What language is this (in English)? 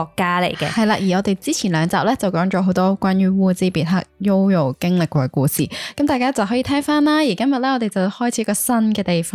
Cantonese